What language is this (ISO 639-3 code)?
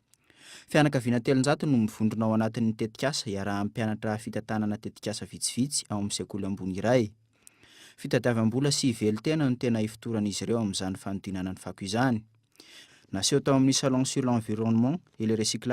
mlg